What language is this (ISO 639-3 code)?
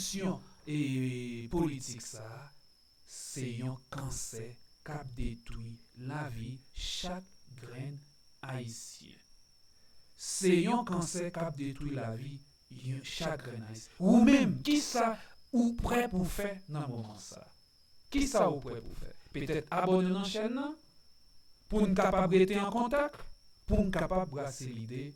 hat